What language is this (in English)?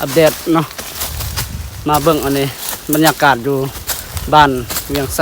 Lao